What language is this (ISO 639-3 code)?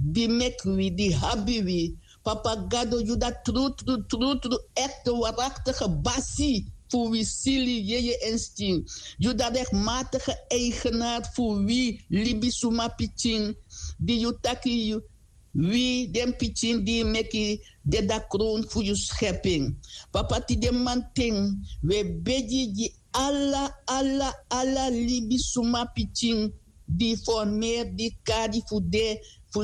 srn